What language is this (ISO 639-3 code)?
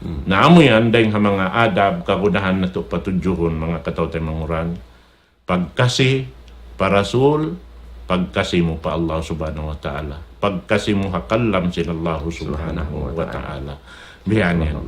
tsg